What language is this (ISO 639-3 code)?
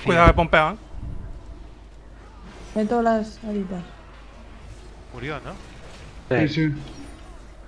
spa